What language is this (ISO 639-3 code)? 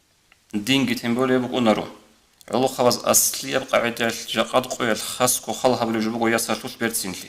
ava